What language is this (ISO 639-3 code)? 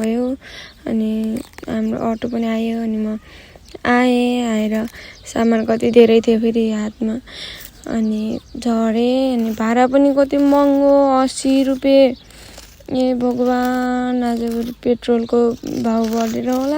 nep